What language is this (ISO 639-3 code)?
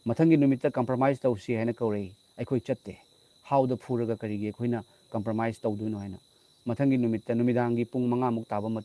mni